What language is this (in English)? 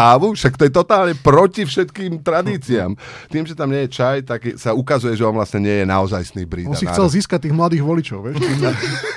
Slovak